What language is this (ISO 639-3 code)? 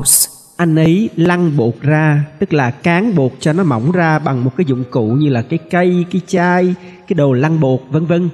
vie